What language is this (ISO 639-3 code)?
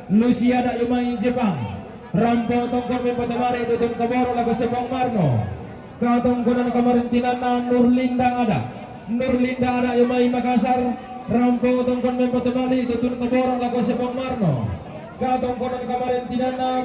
sda